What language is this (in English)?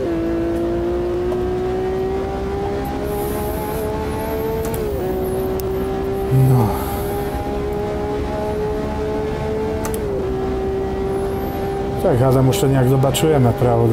Slovak